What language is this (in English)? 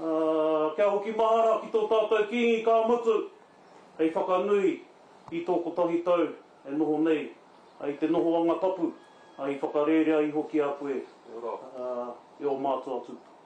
Māori